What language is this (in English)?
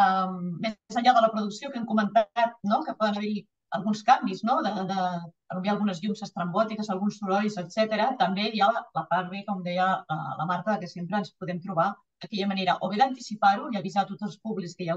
Catalan